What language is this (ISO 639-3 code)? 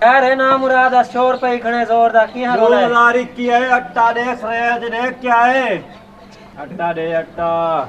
skr